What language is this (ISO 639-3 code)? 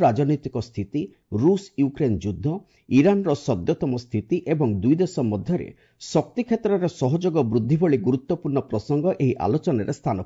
ori